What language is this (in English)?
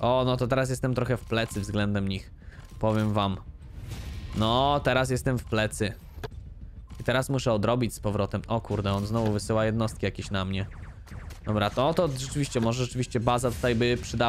Polish